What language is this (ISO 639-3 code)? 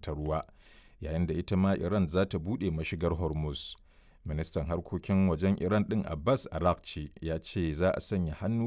hau